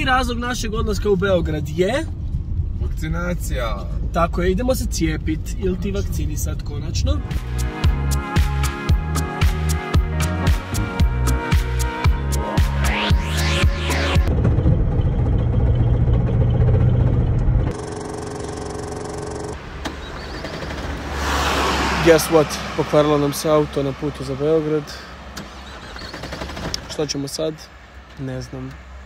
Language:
Croatian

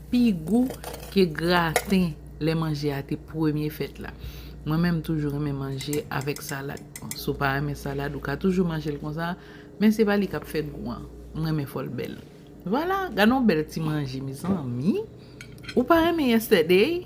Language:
Haitian Creole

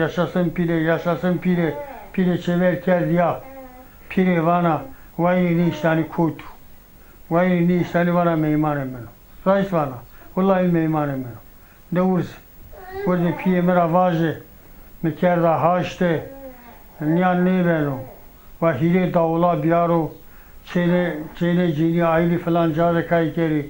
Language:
Zaza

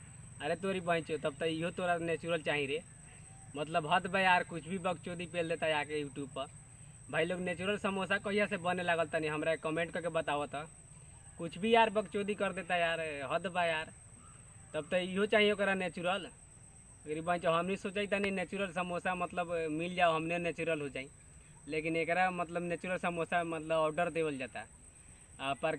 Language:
Bhojpuri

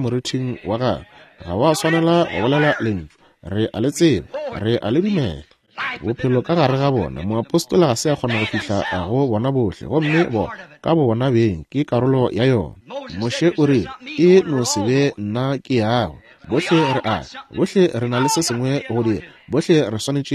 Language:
Northern Sotho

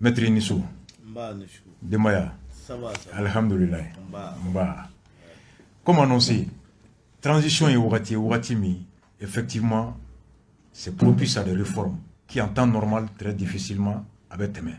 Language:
Bambara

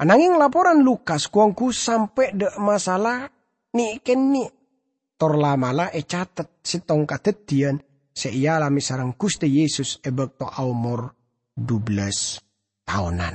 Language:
Madurese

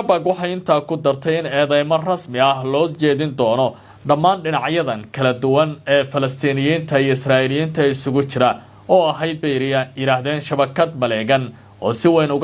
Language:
Somali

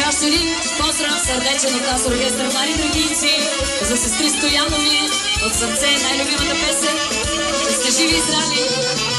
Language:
Bulgarian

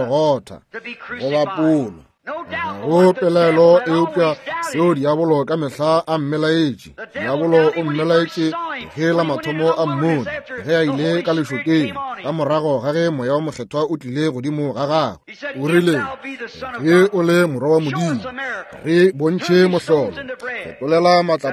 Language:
Northern Sotho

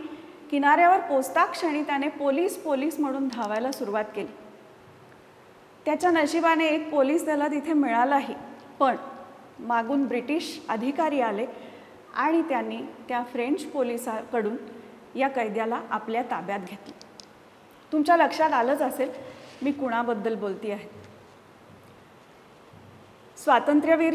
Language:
Marathi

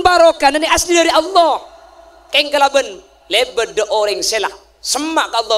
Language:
Madurese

